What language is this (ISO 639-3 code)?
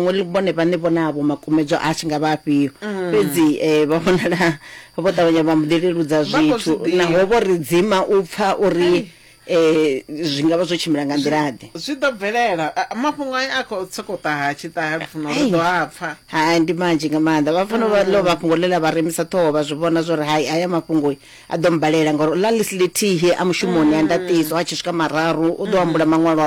ven